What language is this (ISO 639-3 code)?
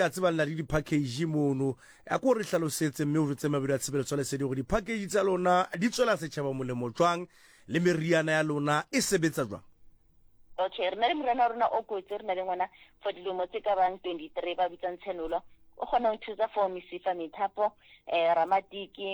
sot